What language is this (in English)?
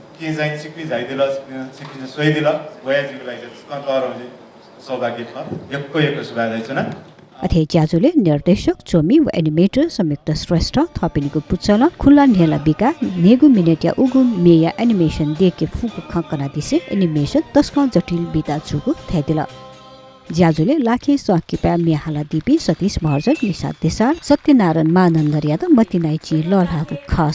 Newari